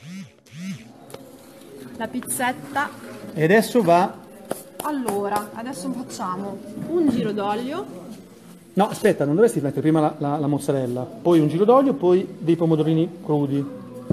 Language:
Italian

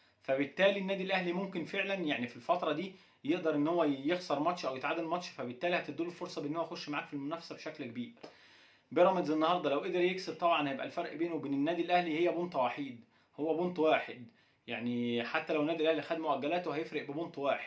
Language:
Egyptian Arabic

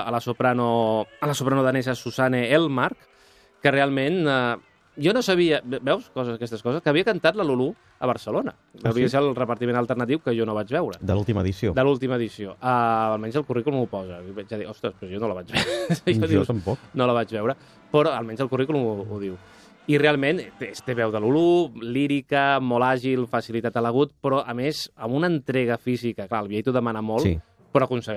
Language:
Catalan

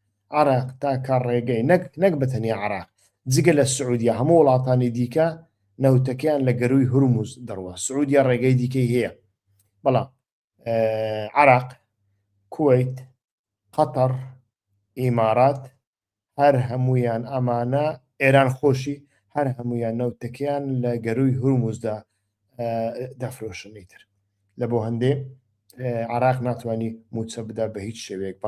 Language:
Central Kurdish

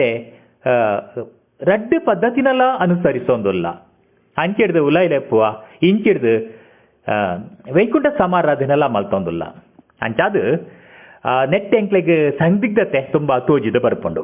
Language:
Tulu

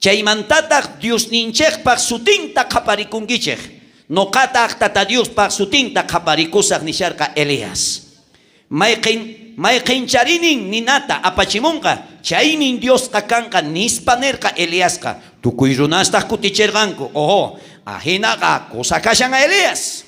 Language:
South Bolivian Quechua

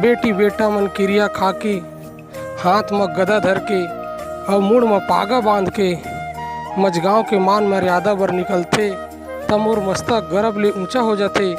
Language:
Chhattisgarhi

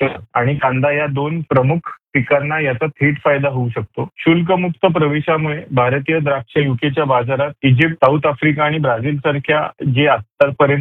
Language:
Marathi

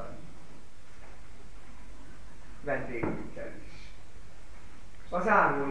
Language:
Hungarian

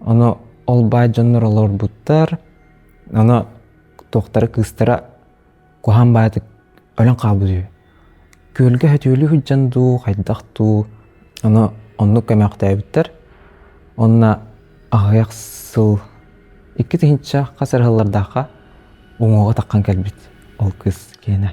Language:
Yakut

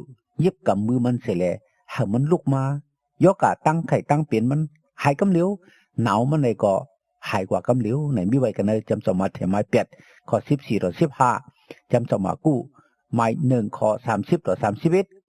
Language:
Shan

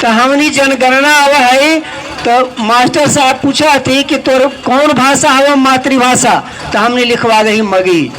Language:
Magahi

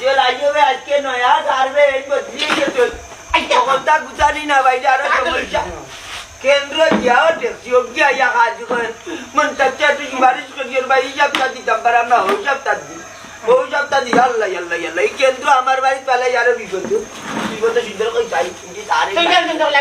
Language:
Sylheti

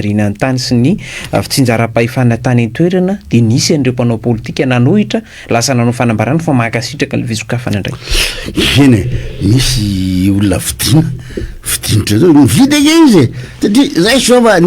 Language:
Malagasy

